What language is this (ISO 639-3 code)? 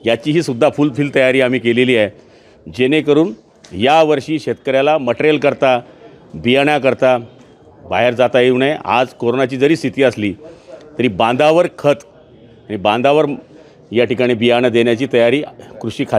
mar